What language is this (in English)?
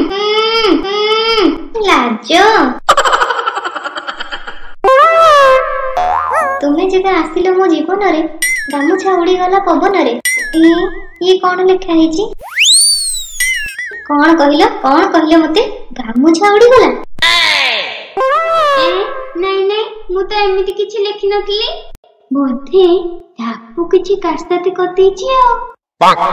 Odia